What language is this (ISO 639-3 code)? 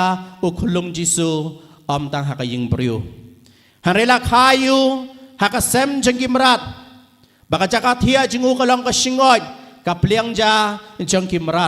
kha